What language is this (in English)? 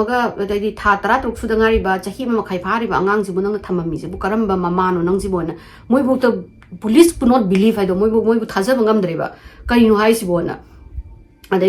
Manipuri